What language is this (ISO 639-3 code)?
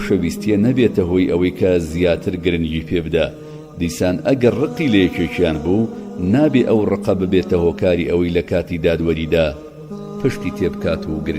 ckb